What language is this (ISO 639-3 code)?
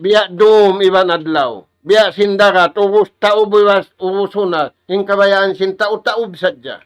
tsg